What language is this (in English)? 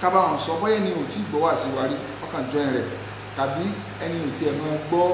Yoruba